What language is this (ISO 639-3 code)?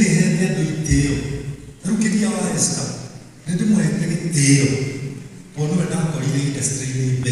kik